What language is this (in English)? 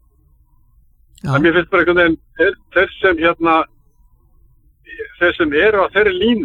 Icelandic